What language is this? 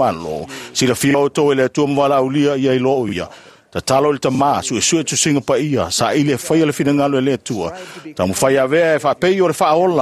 Samoan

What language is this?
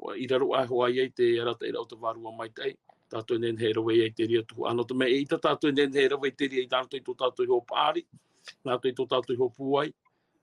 Tahitian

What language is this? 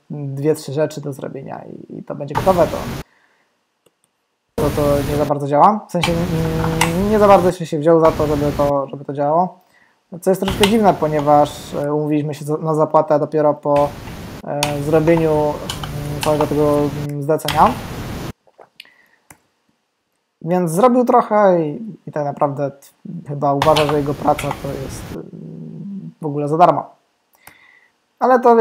Polish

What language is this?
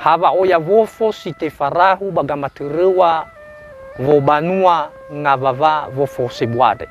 Nias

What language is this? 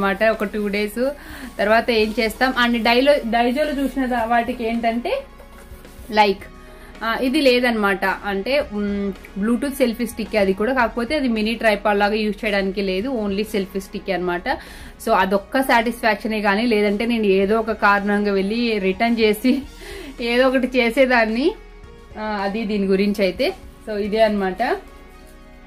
Telugu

